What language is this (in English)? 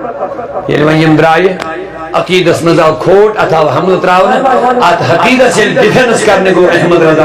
Kashmiri